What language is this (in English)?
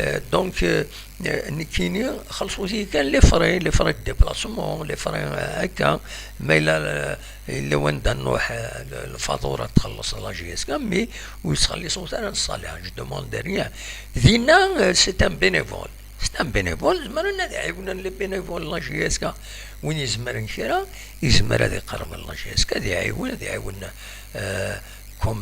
Kabyle